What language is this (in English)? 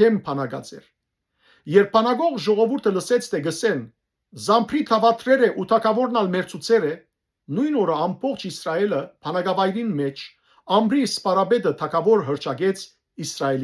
Western Armenian